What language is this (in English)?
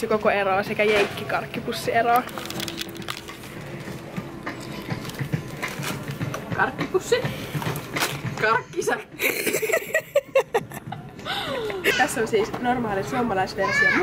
Finnish